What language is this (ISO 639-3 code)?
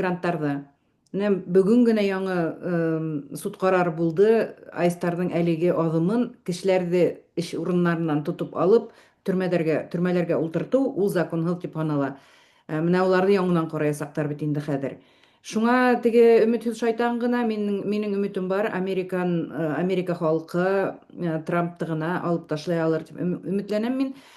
bak